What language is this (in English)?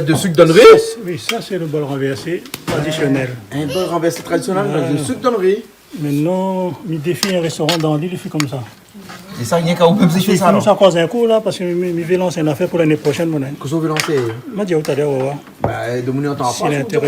Réunion Creole French